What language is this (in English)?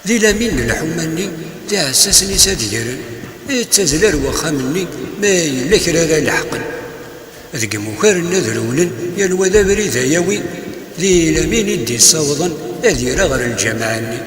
Kabyle